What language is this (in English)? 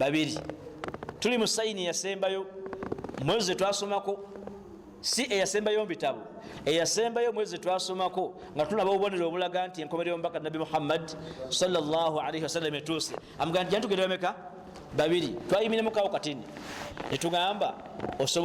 Ganda